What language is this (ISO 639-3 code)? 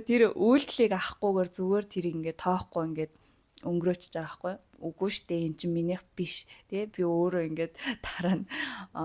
mon